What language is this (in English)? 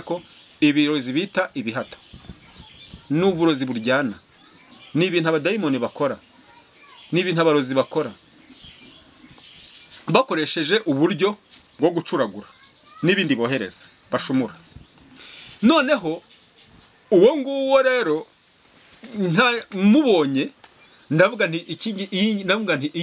Kinyarwanda